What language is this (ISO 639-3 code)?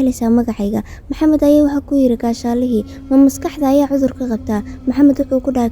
som